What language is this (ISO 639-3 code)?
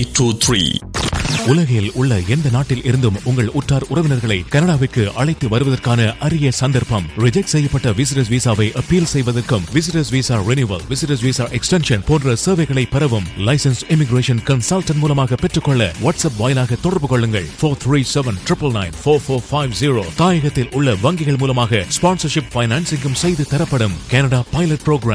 tam